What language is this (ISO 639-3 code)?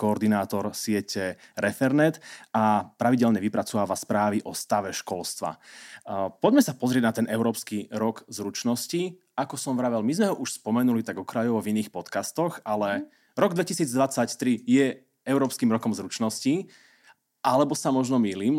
slk